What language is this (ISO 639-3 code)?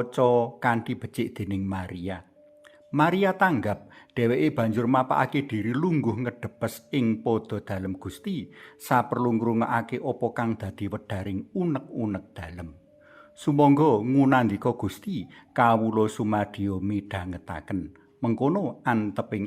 jav